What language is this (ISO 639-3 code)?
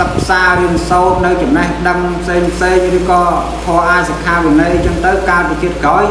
khm